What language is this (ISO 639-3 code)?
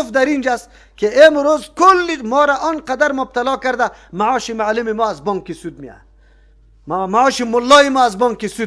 fas